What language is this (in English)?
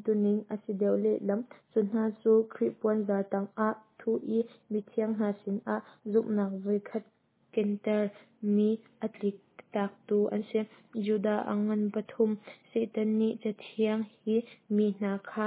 Hakha Chin